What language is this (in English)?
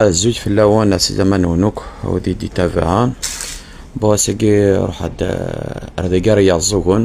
Kabyle